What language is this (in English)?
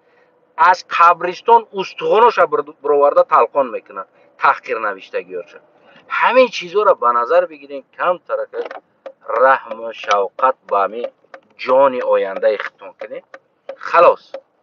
Tajik